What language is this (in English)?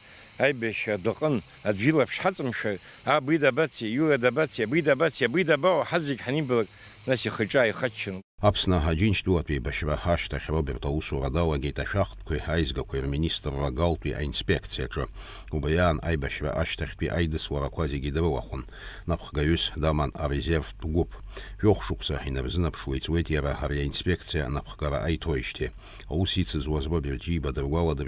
Abkhazian